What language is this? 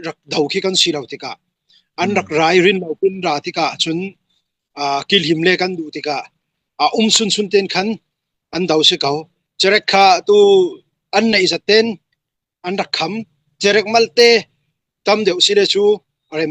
Falam Chin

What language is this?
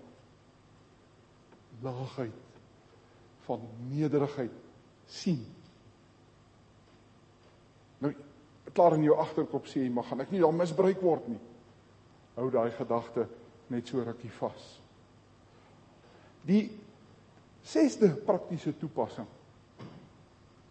Afrikaans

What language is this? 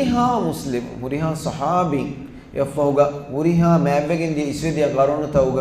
Divehi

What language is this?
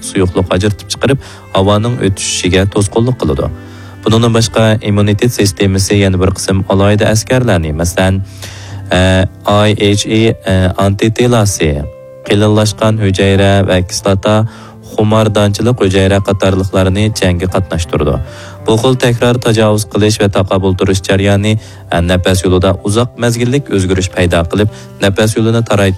Uyghur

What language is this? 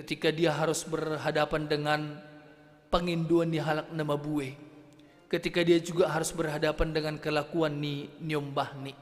Batak Simalungun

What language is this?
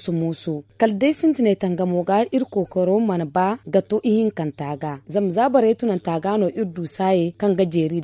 Zarma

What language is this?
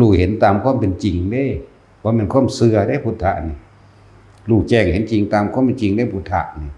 Northeastern Thai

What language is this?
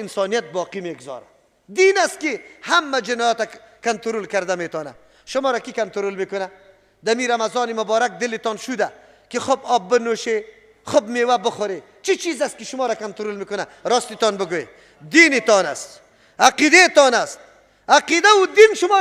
Persian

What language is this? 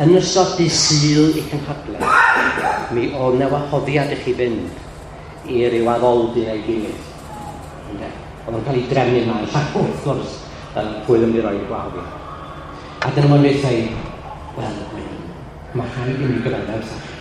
Welsh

